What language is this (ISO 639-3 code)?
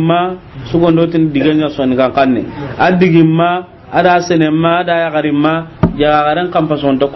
snk